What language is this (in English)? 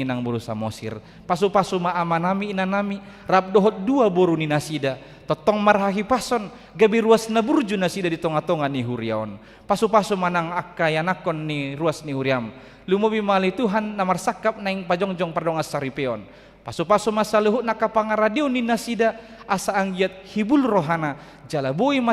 Batak Toba